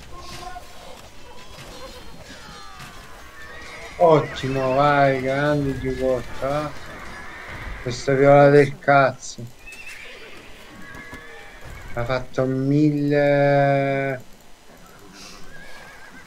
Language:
Italian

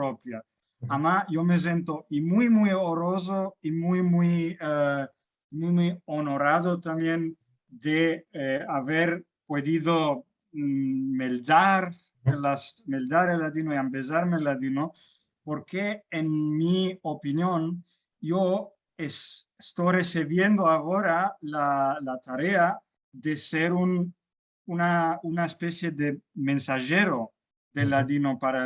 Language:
Ladino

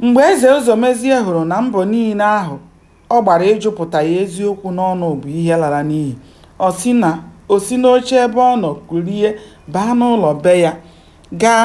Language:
Igbo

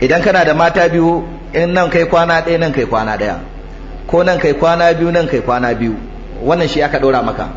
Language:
Hausa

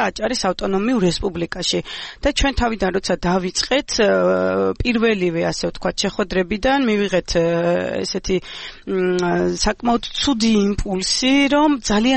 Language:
Georgian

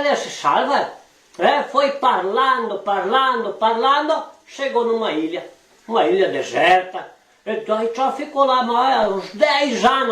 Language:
Venetian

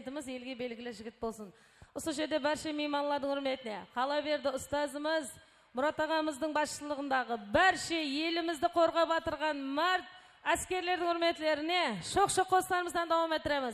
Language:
Kara-Kalpak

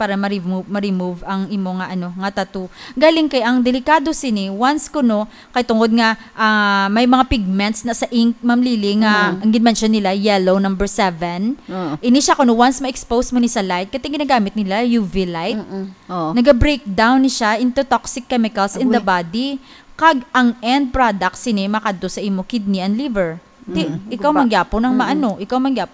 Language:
Hiligaynon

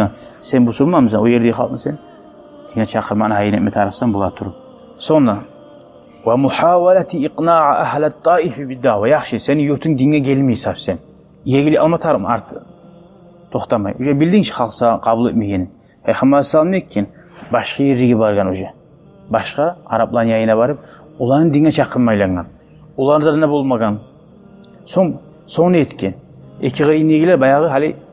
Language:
Kumyk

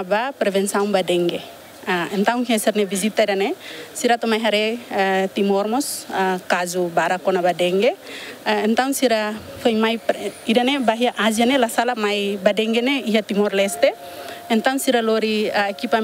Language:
Tetum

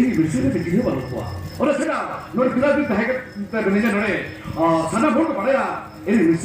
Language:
Santali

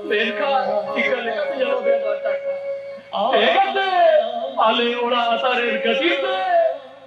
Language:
Santali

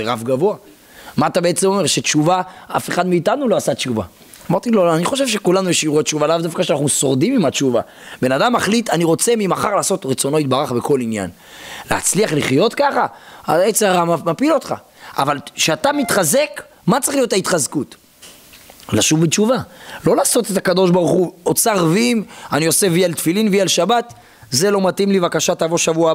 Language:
Hebrew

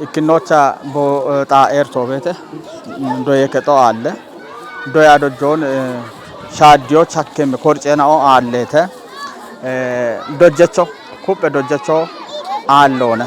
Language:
Kafa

